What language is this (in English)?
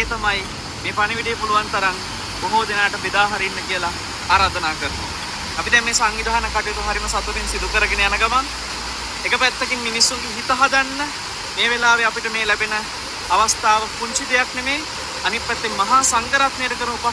Sinhala